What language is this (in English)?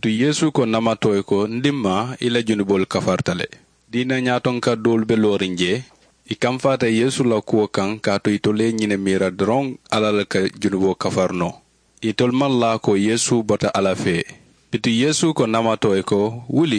Mandingo